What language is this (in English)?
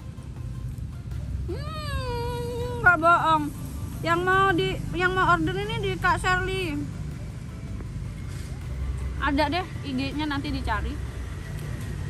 Indonesian